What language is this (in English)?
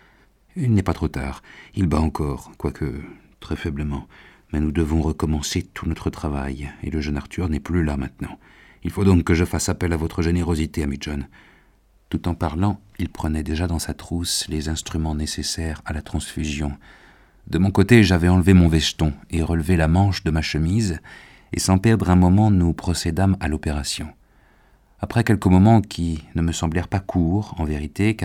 French